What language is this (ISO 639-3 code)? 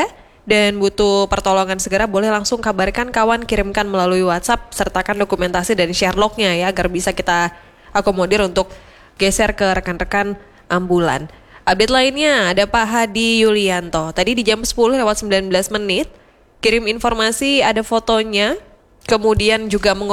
ind